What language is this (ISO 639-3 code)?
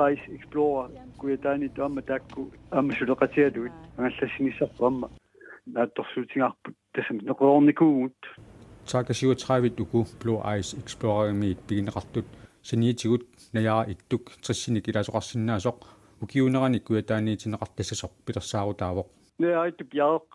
kal